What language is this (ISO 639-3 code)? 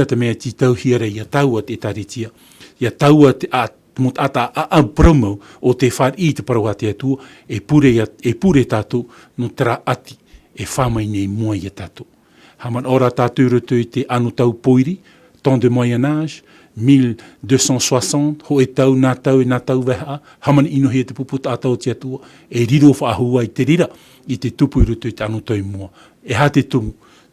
tah